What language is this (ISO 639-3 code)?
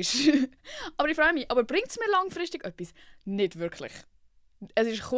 gsw